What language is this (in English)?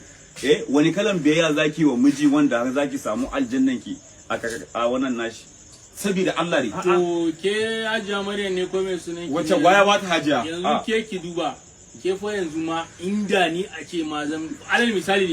Hausa